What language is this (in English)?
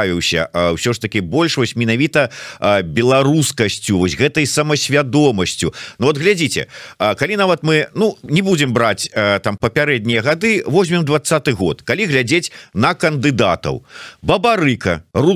Belarusian